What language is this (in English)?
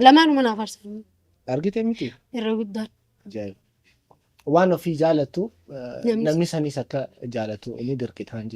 Oromo